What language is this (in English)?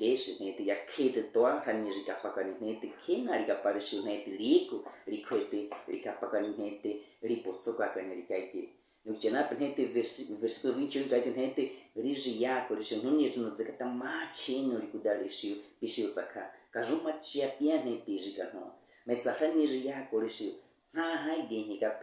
Baniwa